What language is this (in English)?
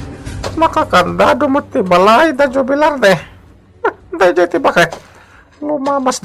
Iloko